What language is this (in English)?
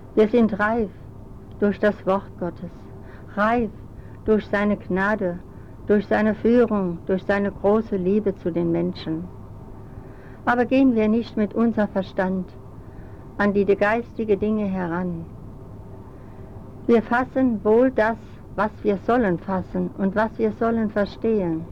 German